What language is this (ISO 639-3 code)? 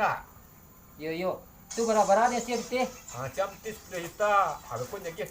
min